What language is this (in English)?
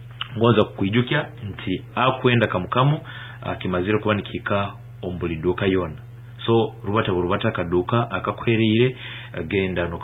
Nyankole